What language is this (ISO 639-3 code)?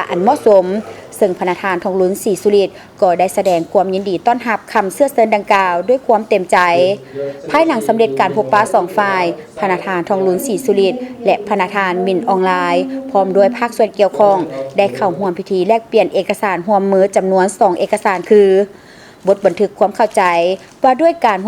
lao